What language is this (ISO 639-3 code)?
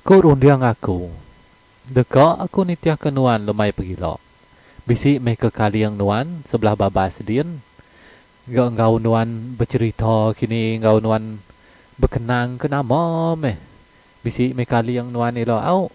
iba